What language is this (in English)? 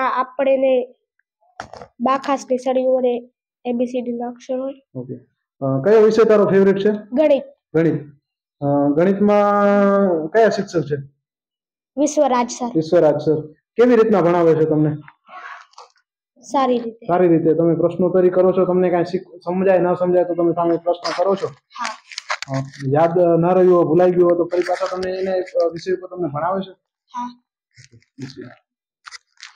Gujarati